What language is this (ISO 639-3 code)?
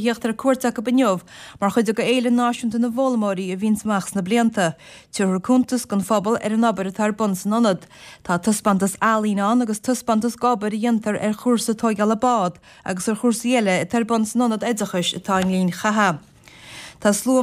gle